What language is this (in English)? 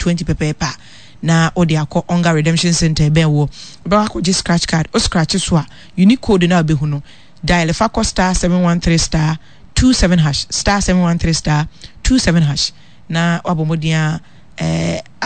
Akan